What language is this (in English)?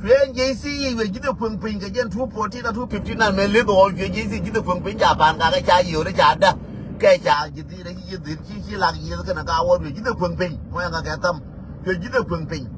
Nuer